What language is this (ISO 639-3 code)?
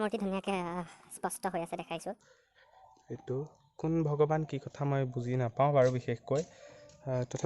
asm